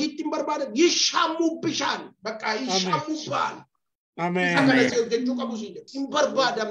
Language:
Oromo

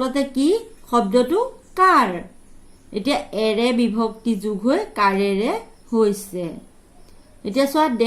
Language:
Assamese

